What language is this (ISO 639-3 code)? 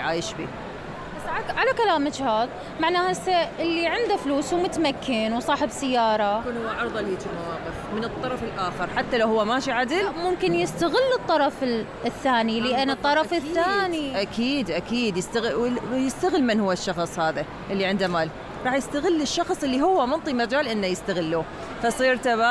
acm